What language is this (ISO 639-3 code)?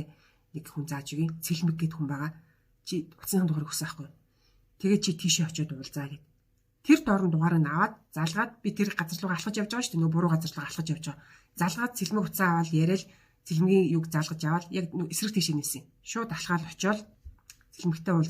mon